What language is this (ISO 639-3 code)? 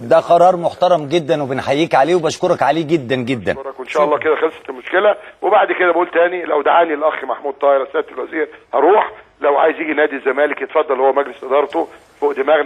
arz